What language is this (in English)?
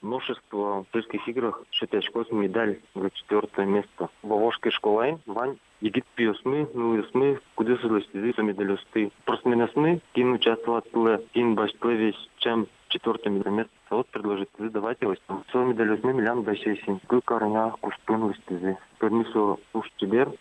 Udmurt